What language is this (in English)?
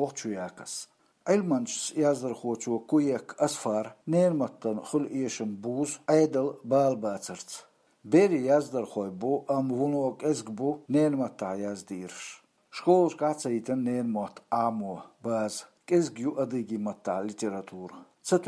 Chechen